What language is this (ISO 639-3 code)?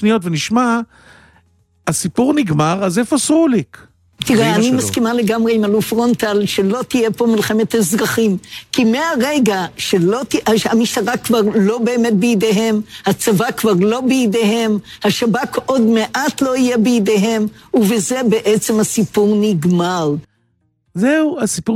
heb